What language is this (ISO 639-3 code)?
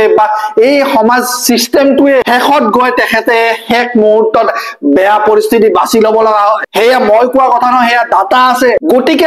asm